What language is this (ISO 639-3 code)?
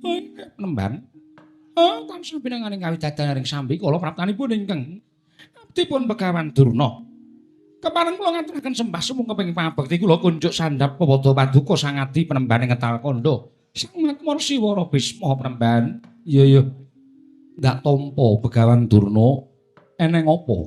jav